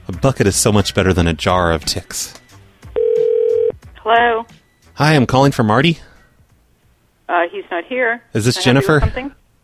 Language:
English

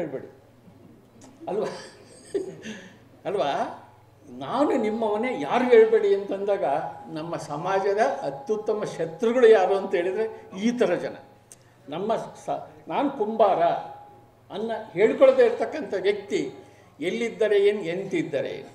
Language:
Kannada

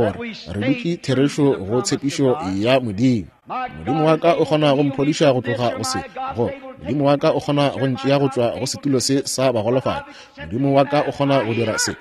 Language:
Northern Sotho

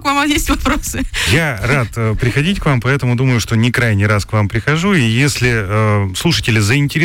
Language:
Russian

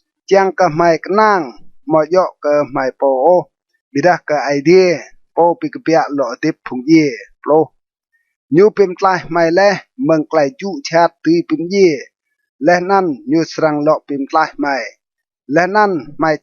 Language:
Rade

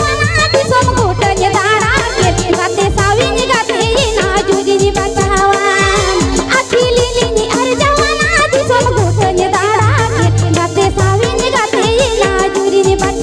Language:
Santali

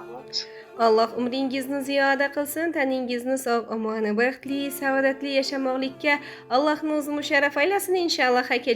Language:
Uzbek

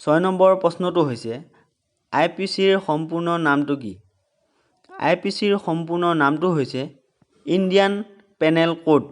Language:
Assamese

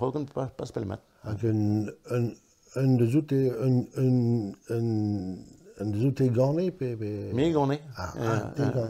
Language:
Breton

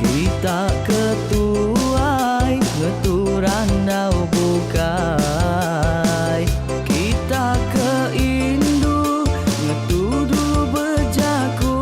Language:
Iban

